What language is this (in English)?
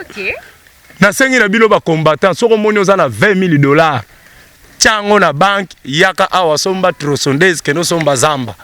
Lingala